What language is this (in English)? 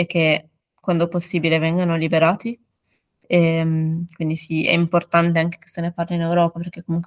Italian